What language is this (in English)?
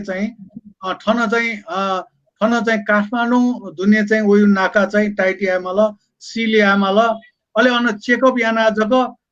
Newari